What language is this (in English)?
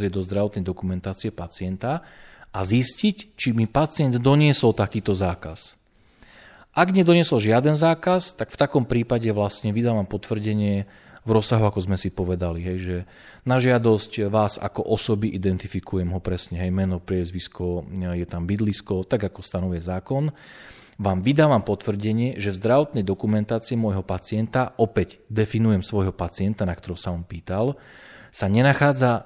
Slovak